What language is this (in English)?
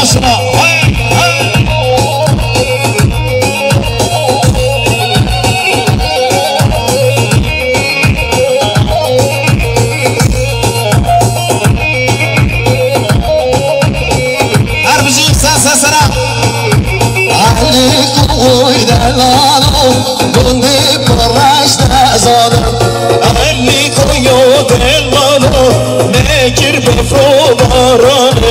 Kurdish